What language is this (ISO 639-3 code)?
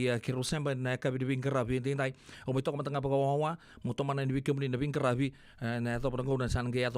fij